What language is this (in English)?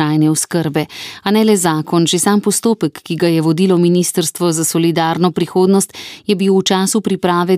Slovenian